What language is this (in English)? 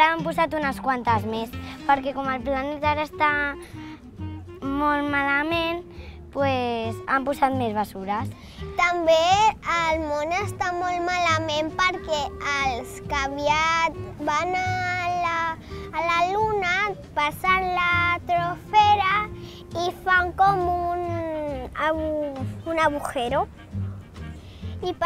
Catalan